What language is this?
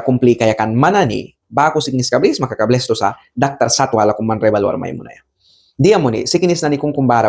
Mískito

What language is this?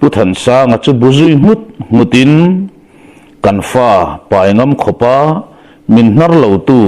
Mizo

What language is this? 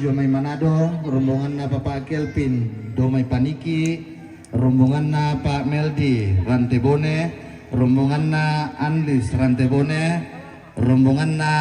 Toraja-Sa'dan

